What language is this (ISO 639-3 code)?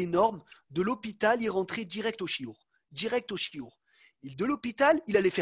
fra